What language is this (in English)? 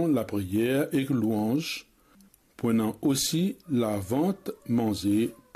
Morisyen